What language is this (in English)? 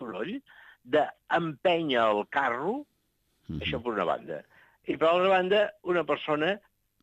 Catalan